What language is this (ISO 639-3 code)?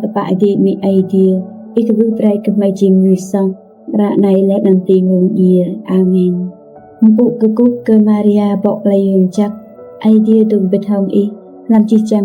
rad